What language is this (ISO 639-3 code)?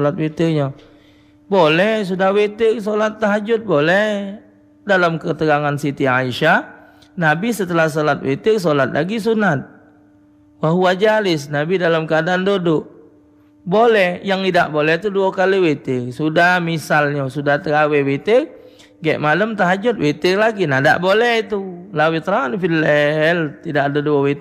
mui